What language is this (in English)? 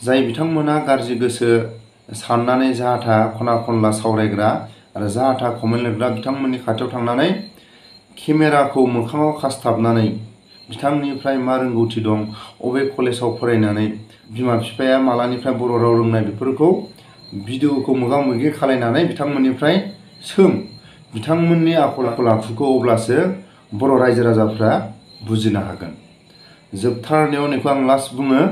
Bodo